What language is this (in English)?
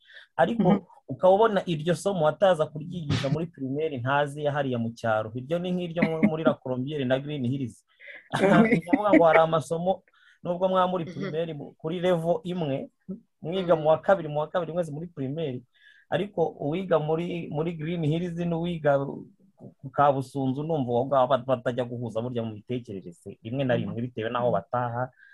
Kinyarwanda